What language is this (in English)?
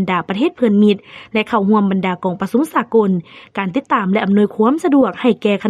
Lao